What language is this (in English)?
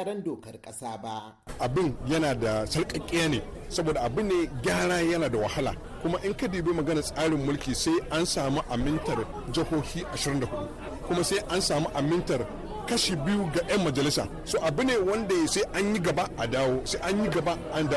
Hausa